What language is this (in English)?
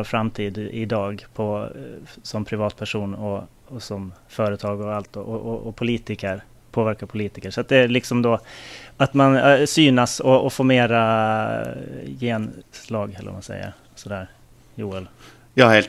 Swedish